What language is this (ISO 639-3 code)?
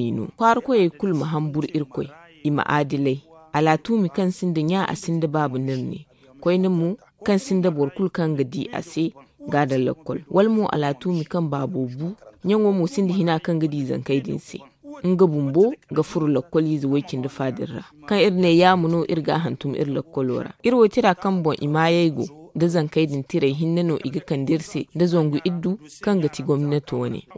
dje